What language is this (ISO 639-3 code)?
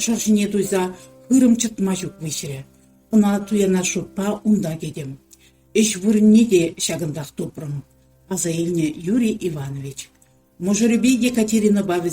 chv